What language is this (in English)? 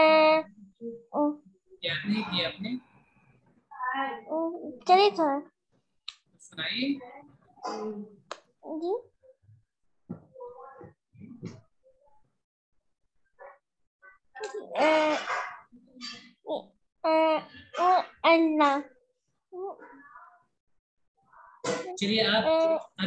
Urdu